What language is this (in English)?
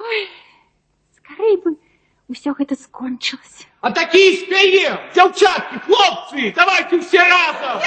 Belarusian